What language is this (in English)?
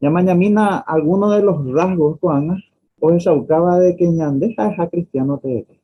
Guarani